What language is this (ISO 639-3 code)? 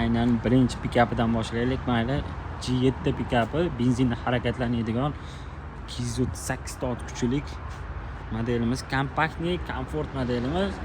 uzb